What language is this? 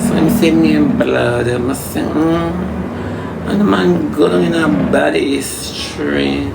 Jamaican Creole English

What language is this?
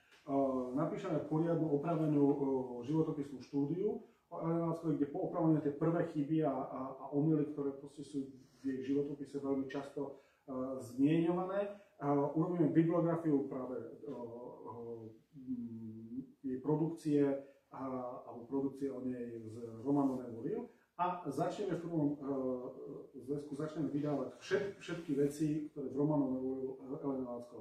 Slovak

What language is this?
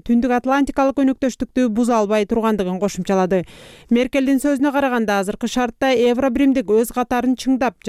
Kyrgyz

